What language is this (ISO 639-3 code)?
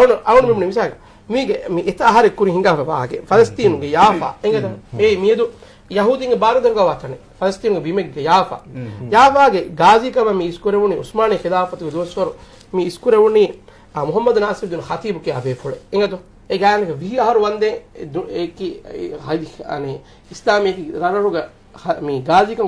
div